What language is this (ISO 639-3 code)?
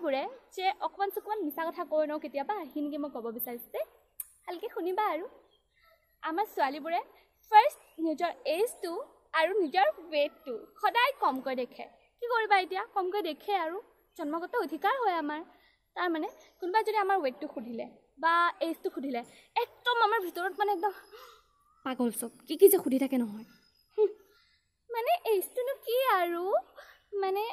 asm